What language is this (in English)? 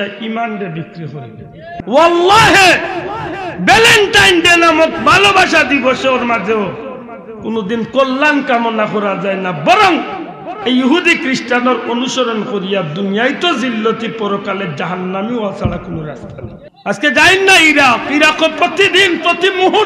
Sylheti